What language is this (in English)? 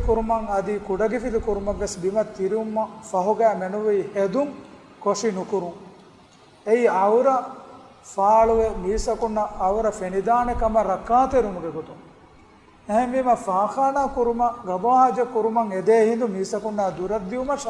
Divehi